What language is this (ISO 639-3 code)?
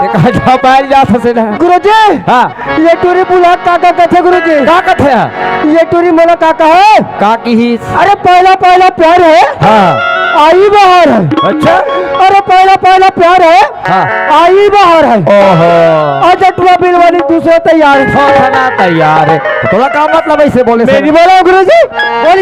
hne